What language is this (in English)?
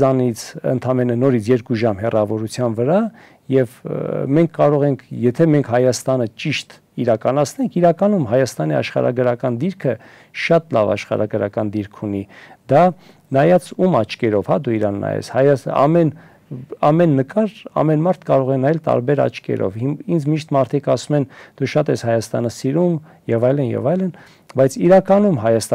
Armenian